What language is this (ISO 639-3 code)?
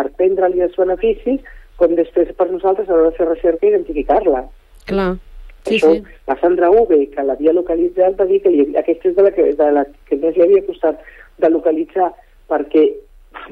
cat